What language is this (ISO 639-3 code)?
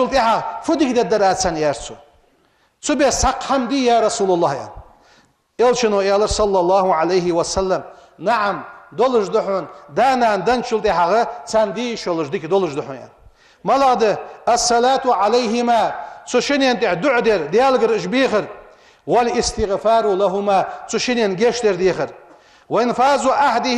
inh